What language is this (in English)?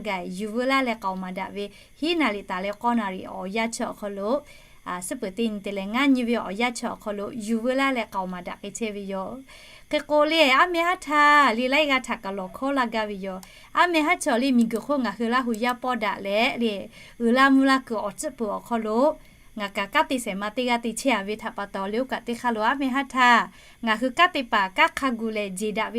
Lahu